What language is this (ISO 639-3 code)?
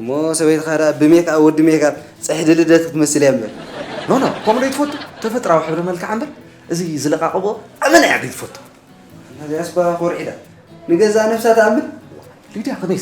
tir